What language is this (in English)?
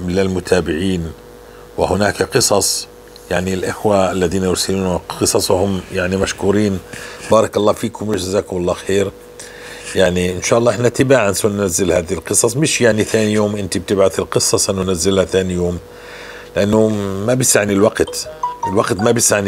North Levantine Arabic